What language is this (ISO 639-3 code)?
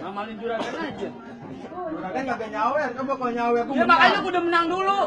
bew